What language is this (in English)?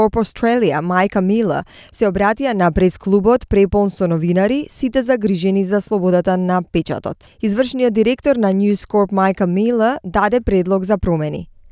Macedonian